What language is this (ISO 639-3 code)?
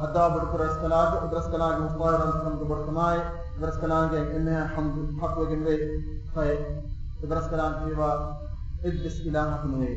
div